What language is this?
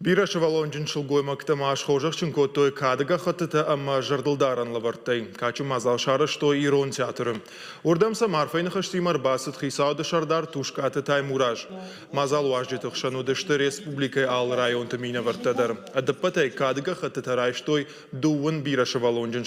Ossetic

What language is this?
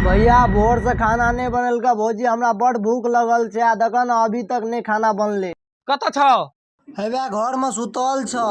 Maithili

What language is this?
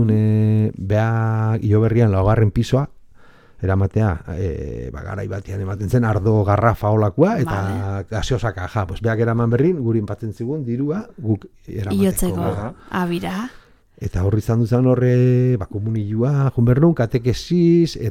Basque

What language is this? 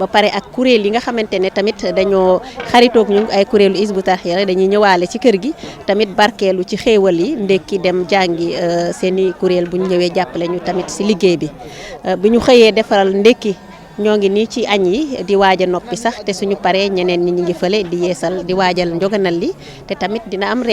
Wolof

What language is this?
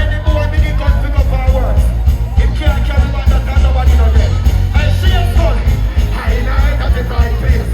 Jamaican Creole English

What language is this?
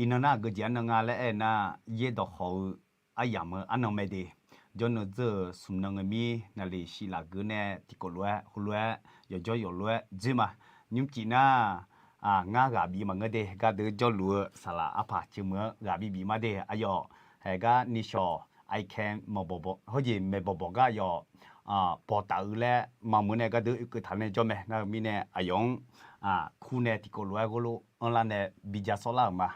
Akha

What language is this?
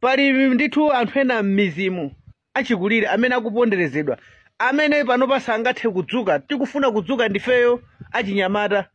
Nyanja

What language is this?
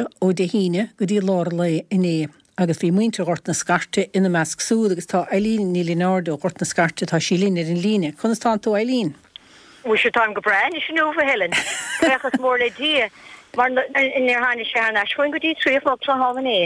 Irish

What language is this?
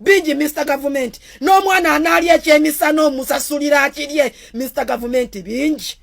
Ganda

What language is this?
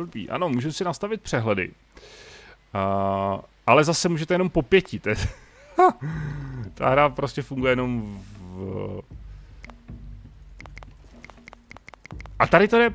Czech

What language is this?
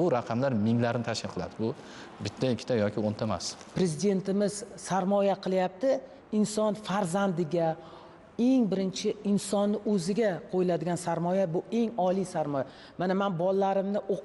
Uzbek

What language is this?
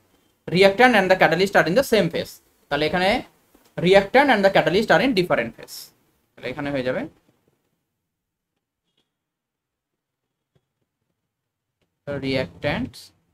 Bangla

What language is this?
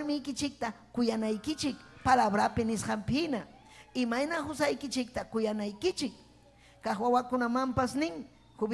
Ayacucho Quechua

